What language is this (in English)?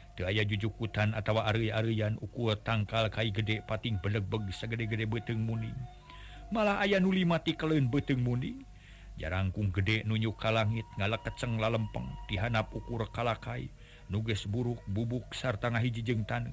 Sundanese